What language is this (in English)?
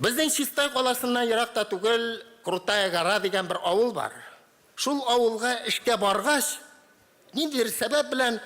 Tatar